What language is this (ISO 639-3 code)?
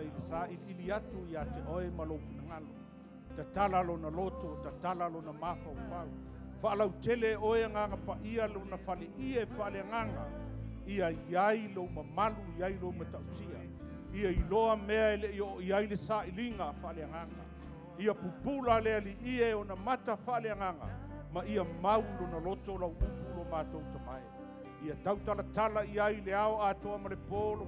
smo